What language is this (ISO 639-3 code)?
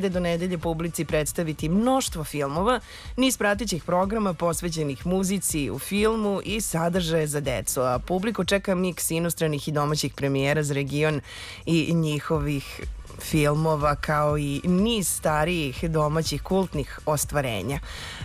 srp